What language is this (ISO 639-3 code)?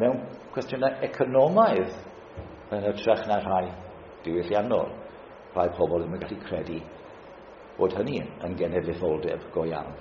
cym